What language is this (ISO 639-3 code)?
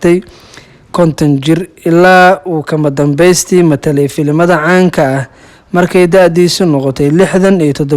som